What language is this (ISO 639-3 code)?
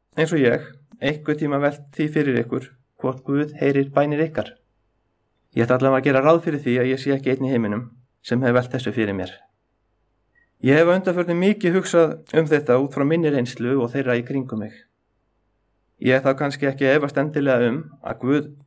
isl